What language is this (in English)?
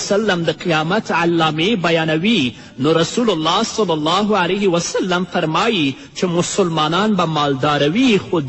Pashto